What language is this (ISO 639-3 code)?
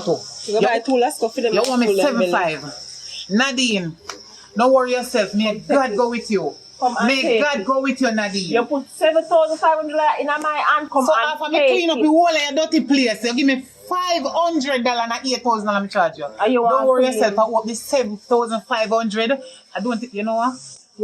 jam